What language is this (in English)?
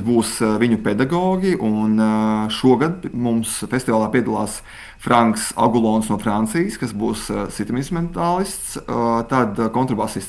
Latvian